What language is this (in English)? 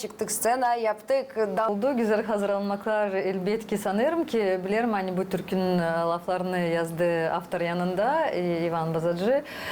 Gagauz